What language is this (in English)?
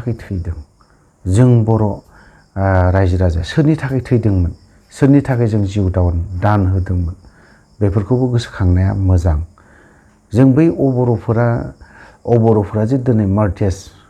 Bodo